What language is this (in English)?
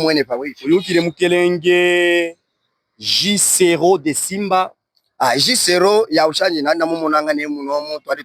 Luba-Katanga